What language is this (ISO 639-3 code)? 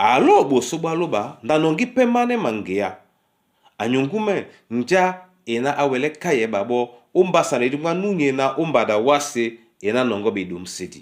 dua